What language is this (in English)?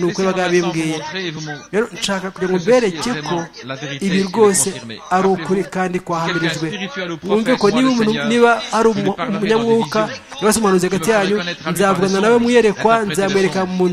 Kinyarwanda